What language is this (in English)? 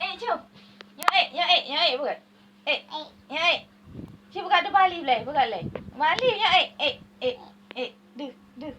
Achinese